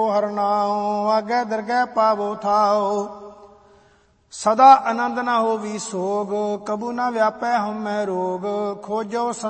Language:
Punjabi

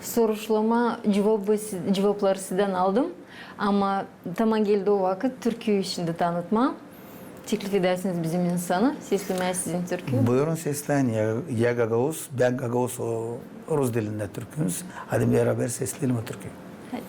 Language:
Gagauz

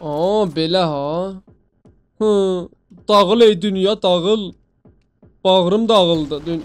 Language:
South Azerbaijani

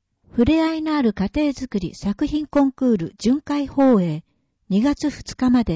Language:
Japanese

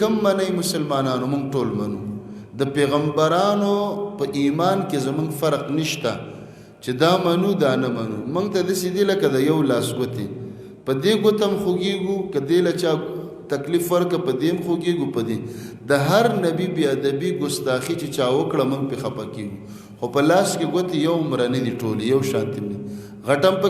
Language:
Pashto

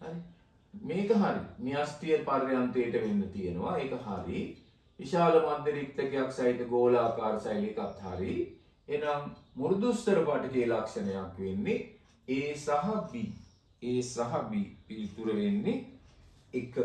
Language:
Sinhala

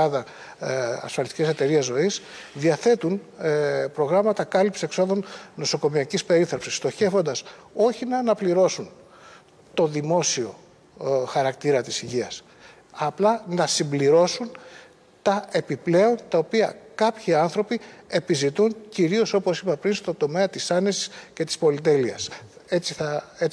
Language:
Greek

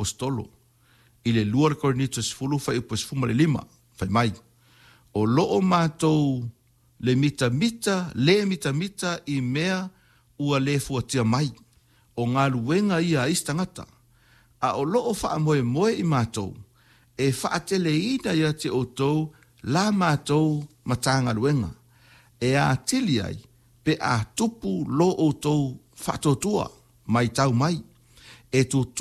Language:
Samoan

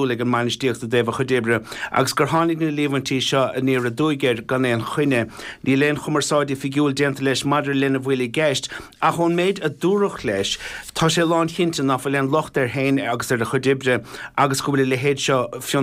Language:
Irish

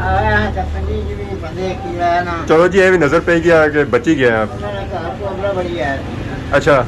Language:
Pahari-Potwari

